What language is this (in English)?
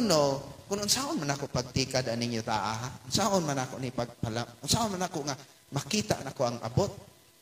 Cebuano